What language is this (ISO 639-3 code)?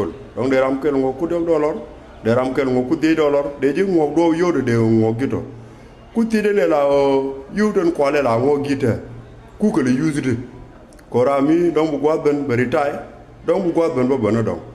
nus